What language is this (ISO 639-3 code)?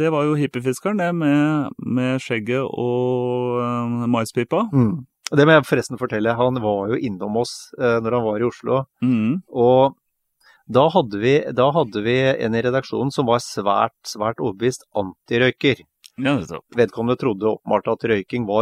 nor